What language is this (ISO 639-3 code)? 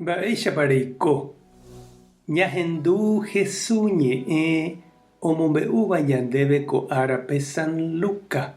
grn